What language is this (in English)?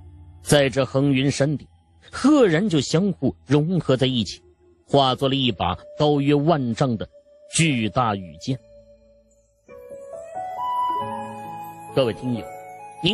Chinese